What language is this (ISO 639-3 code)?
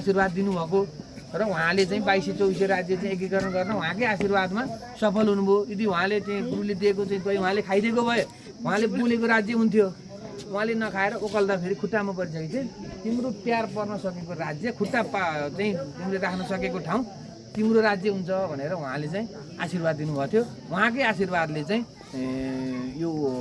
nep